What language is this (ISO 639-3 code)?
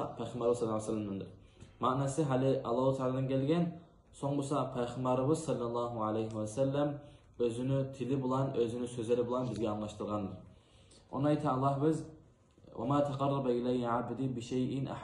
kum